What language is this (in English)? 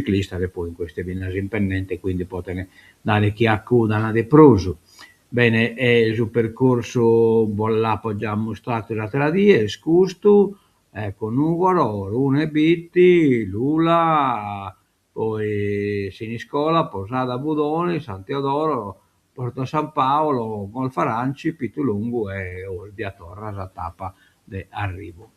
Sardinian